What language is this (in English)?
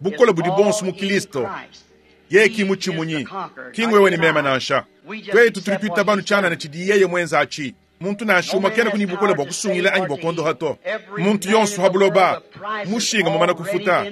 Luba-Lulua